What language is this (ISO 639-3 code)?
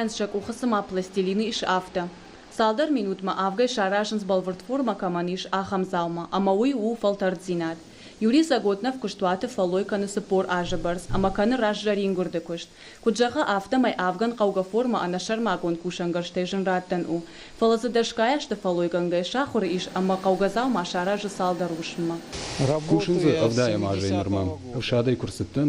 oss